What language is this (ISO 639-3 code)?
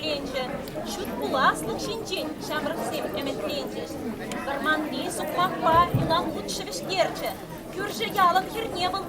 chv